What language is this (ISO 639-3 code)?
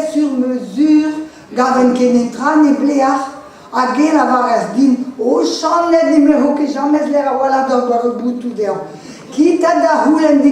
bre